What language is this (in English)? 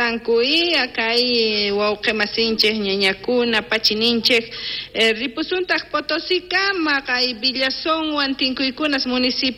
South Bolivian Quechua